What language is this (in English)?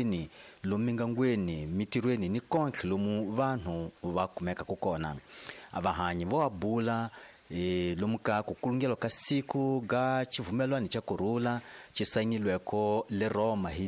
Tsonga